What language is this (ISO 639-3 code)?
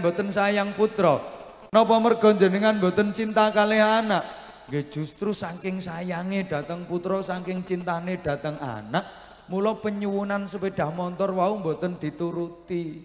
jav